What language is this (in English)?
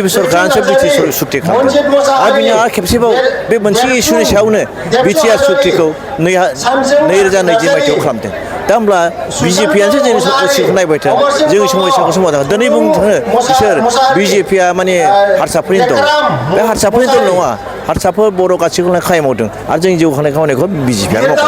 Bodo